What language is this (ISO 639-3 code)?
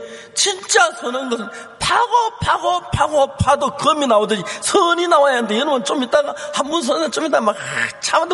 kor